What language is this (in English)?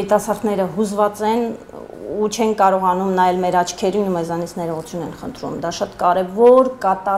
Armenian